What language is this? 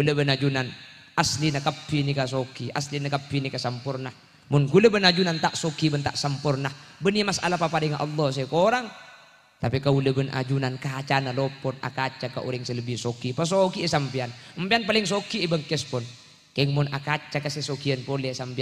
Madurese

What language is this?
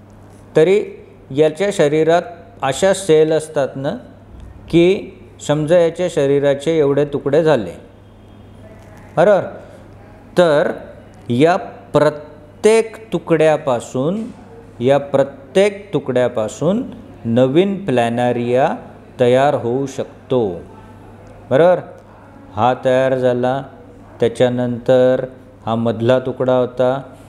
Marathi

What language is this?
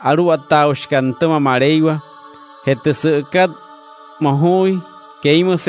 Wayuu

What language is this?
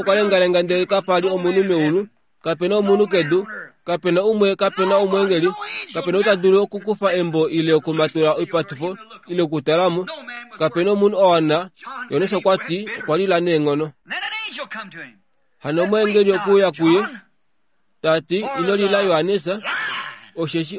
Kuanyama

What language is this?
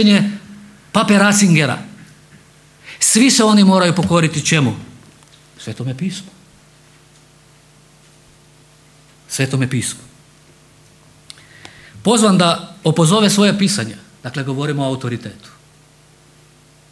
Croatian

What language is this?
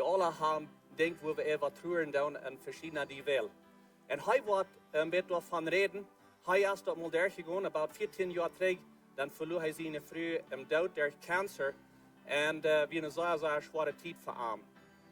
Plautdietsch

